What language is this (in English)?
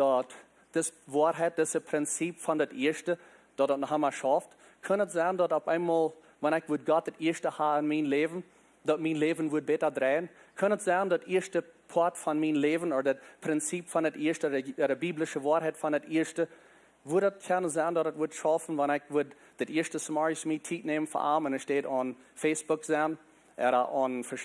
Plautdietsch